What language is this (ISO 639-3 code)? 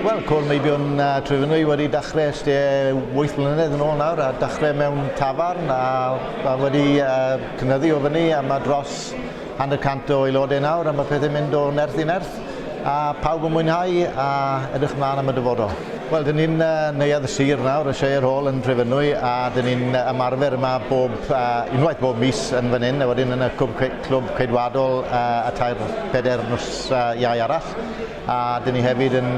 cym